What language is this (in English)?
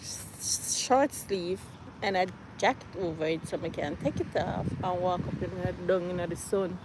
Jamaican Creole English